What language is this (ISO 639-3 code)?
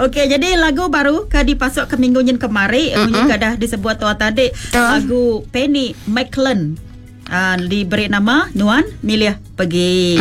iba